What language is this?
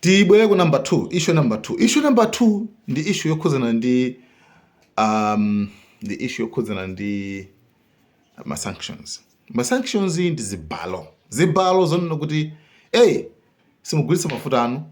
Nyanja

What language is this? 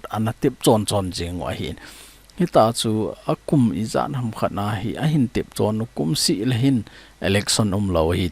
Thado Chin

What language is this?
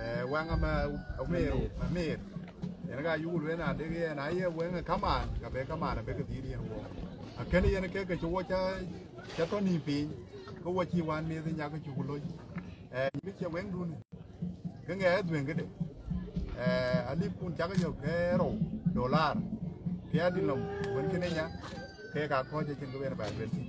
Dinka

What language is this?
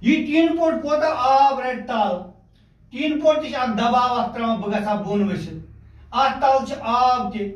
Kashmiri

